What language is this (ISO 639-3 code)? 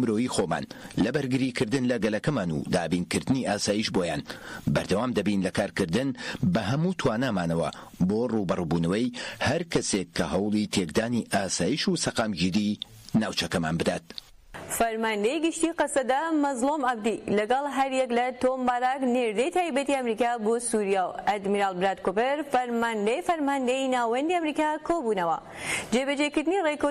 ckb